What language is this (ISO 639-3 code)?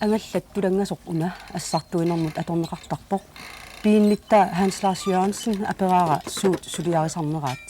kal